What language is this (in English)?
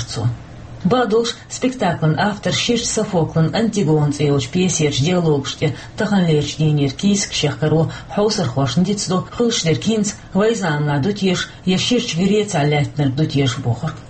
Chechen